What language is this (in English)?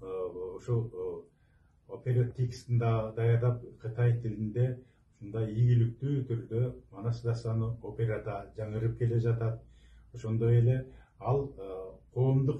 Kyrgyz